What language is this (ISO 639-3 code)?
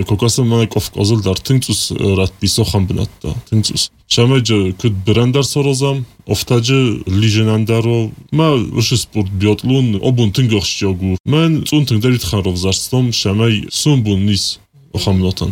kat